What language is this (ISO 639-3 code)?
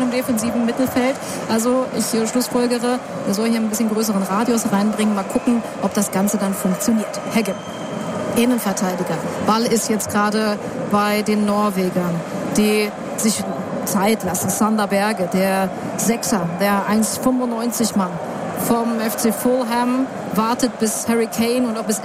deu